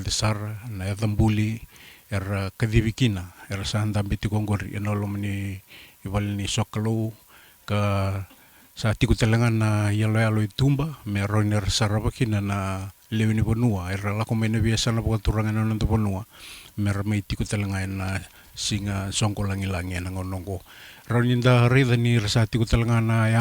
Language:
Fijian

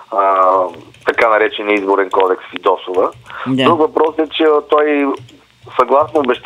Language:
Bulgarian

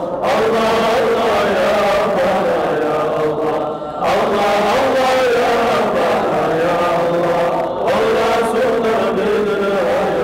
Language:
Kumyk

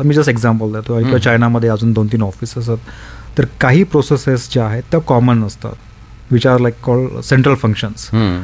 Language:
Marathi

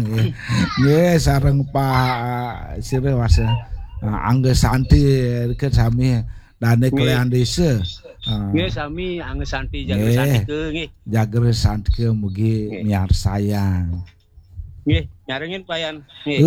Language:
Balinese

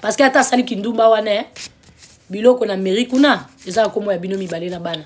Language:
Lingala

